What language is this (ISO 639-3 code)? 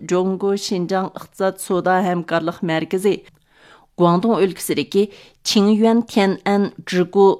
uig